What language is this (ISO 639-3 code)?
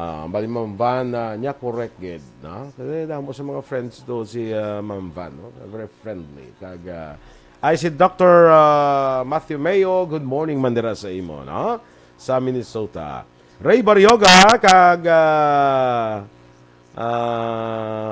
hil